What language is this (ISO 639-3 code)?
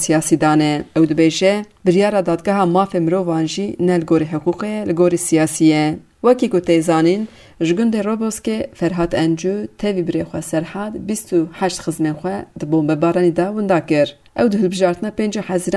kur